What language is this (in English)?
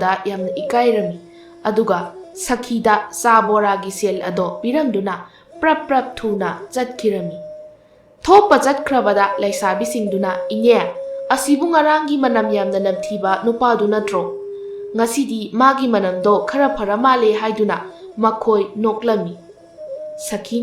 Manipuri